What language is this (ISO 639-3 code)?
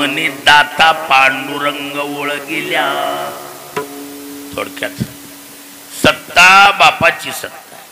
mar